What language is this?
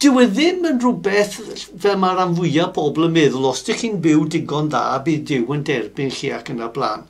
Welsh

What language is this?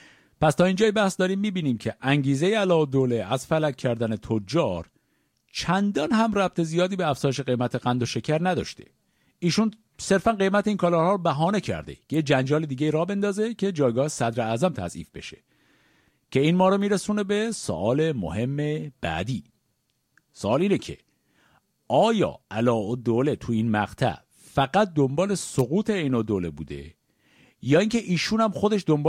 Persian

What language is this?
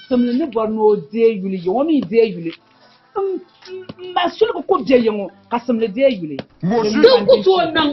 Dagbani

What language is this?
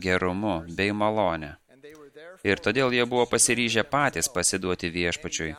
Lithuanian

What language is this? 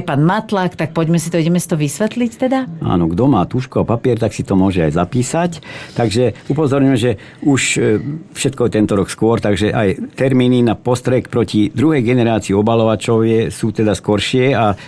Slovak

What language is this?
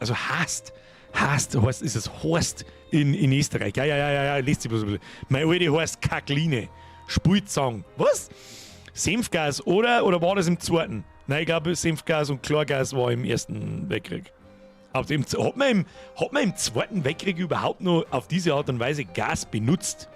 Bavarian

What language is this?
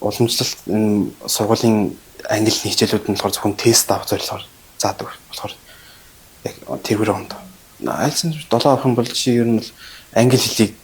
Mongolian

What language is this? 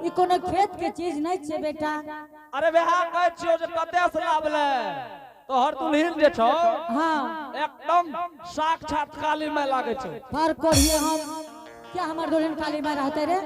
Angika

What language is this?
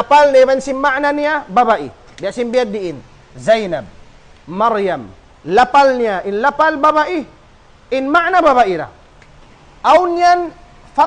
Tausug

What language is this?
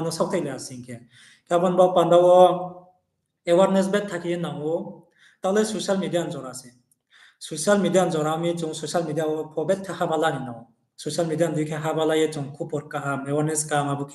Riang (India)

